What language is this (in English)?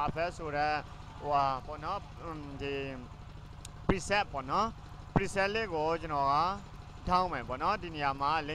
Burmese